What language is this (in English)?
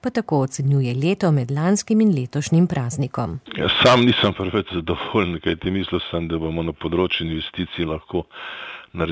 Slovenian